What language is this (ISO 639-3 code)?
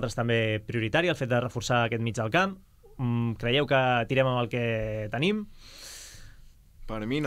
cat